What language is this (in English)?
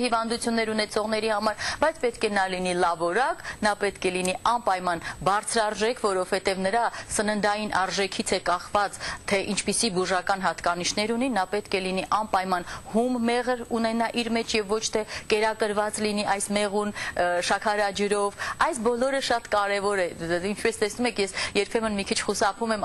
Armenian